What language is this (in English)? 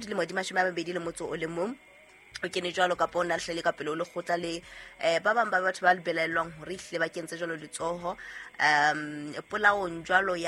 Southern Sotho